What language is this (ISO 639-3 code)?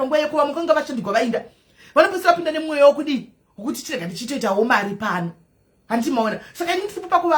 sna